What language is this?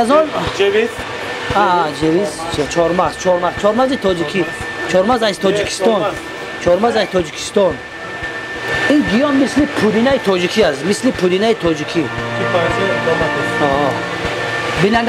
Tajik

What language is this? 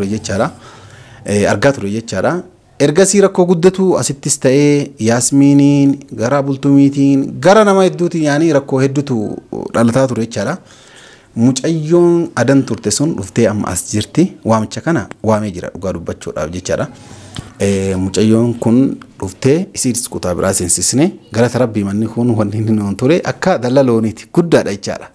Oromo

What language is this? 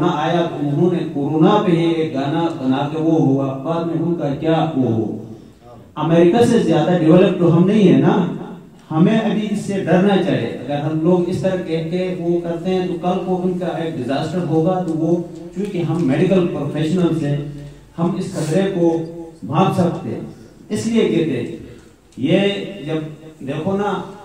Urdu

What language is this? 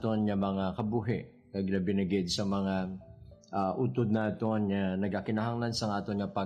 Hiligaynon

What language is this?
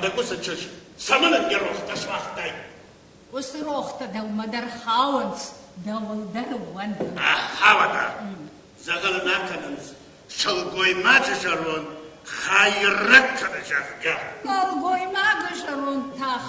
Ossetic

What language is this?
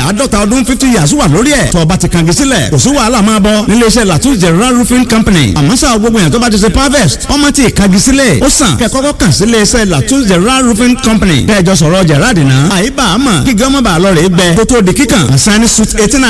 Yoruba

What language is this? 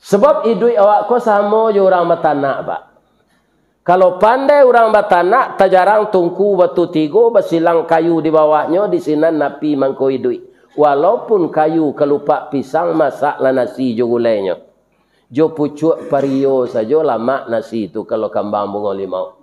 Minangkabau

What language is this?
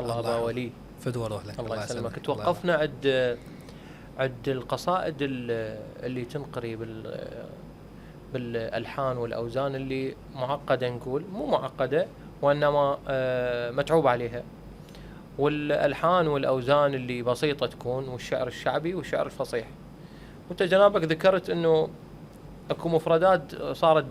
Mesopotamian Arabic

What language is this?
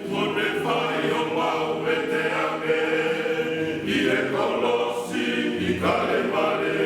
Tongan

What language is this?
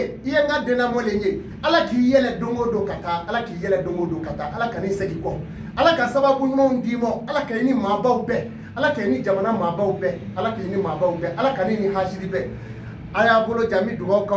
Bambara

